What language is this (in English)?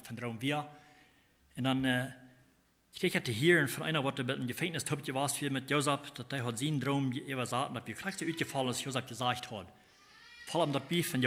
Plautdietsch